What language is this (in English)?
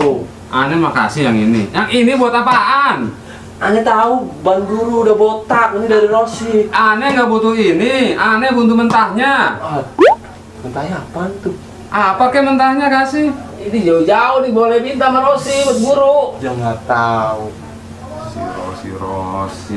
Betawi